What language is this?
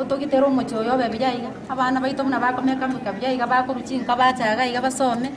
Gusii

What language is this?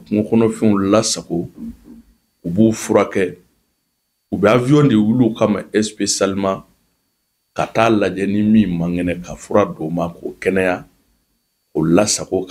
Bambara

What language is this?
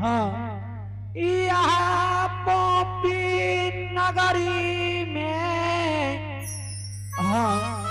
Angika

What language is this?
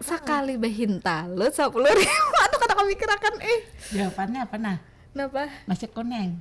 Banjar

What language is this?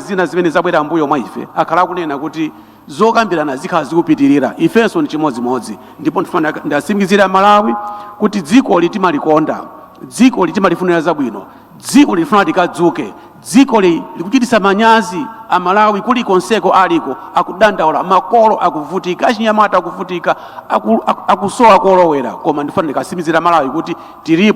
Nyanja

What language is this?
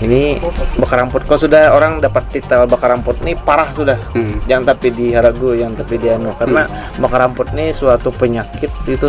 Banjar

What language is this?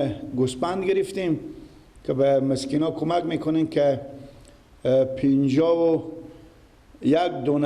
Persian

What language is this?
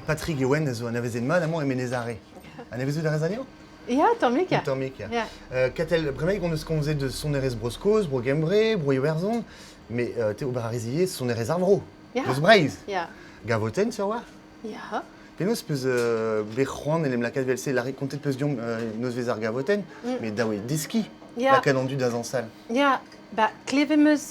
Breton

